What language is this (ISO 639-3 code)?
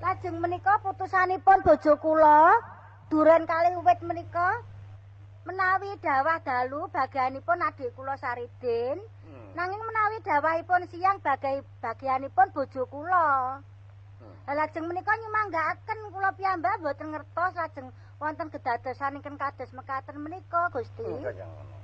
jav